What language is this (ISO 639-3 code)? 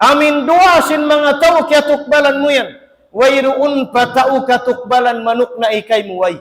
tsg